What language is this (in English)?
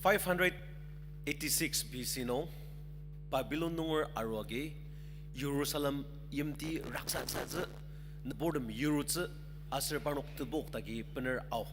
Ao Naga